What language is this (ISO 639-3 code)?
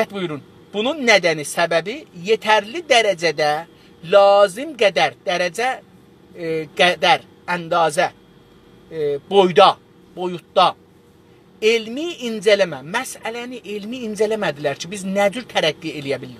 azb